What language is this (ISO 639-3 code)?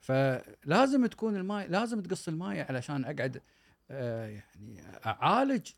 afb